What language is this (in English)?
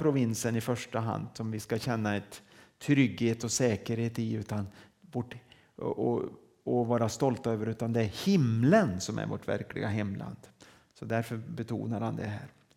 Swedish